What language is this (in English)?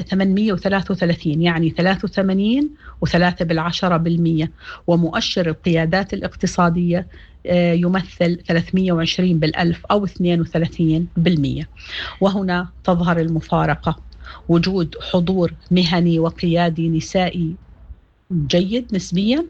Sudanese Arabic